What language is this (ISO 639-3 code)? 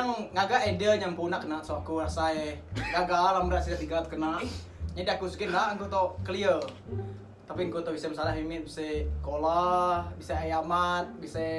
iba